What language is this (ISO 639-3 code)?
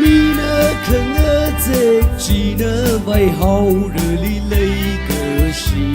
nmf